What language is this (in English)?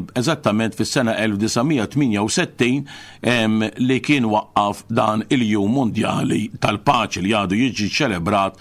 Maltese